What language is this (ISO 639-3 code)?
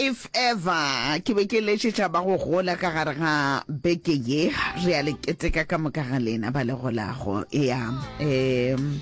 nso